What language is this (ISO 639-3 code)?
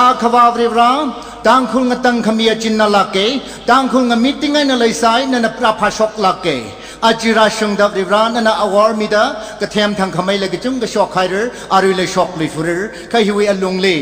nmf